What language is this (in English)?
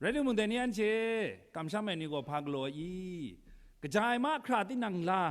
Kachin